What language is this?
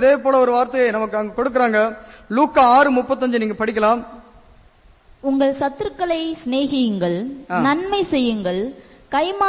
Tamil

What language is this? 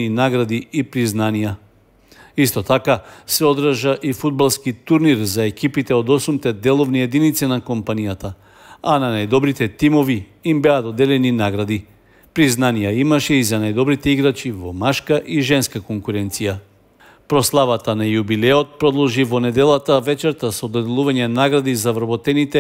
Macedonian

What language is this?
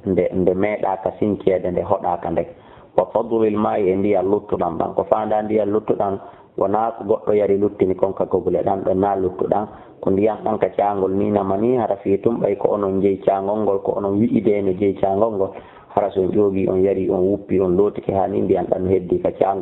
Fula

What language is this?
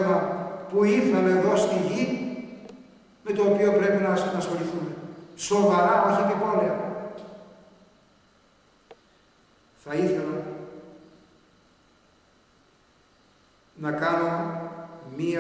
Greek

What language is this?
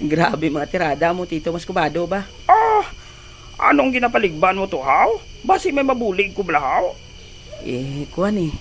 Hiligaynon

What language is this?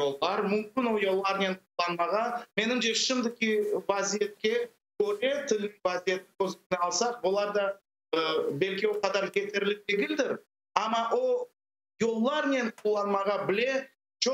Crimean Tatar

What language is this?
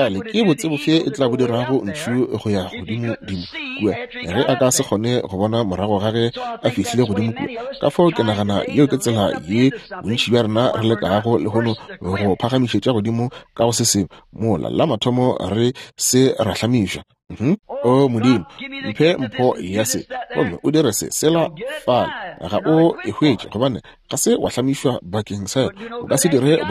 Northern Sotho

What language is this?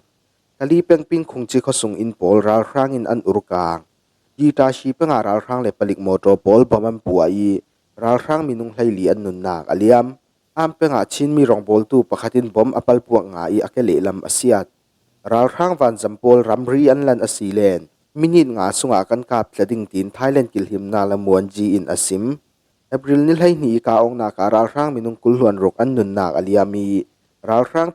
Falam Chin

